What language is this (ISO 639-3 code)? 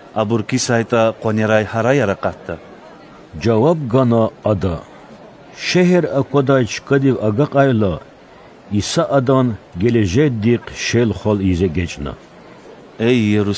lez